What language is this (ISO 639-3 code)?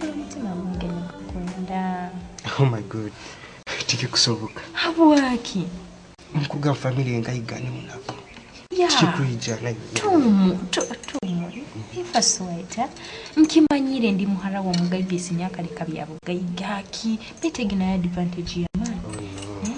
nyo